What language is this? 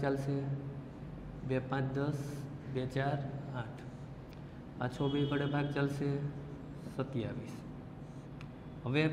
Gujarati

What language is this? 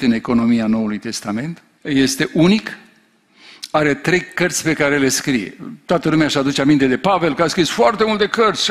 Romanian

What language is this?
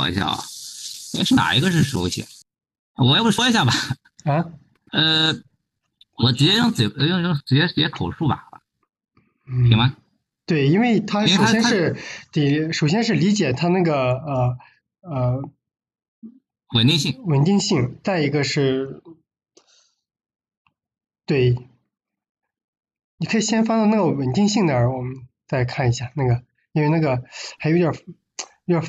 Chinese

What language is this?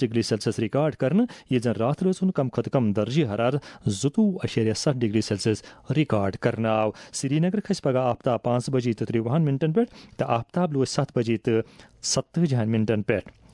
Kashmiri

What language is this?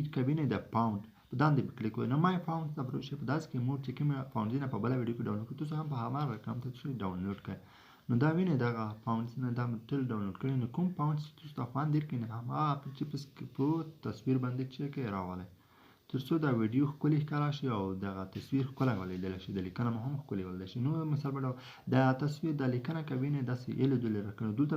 Pashto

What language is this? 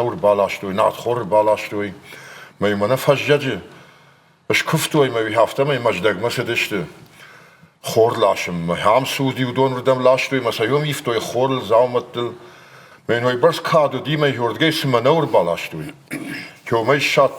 Ossetic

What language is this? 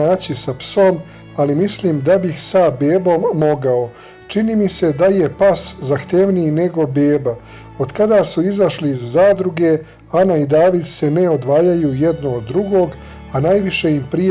Serbian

